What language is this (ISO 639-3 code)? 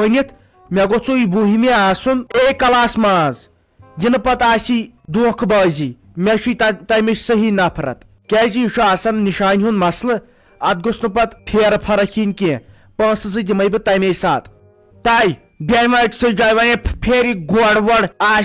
kas